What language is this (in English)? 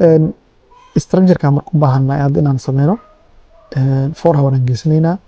Somali